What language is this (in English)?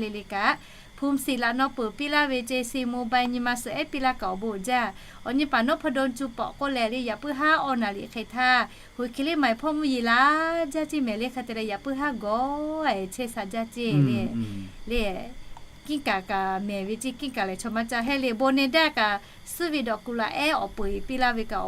Lahu